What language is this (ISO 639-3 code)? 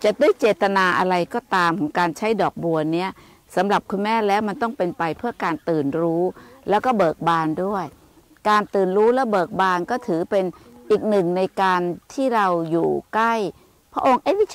tha